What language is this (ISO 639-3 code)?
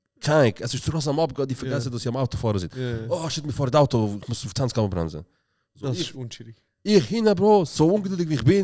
gsw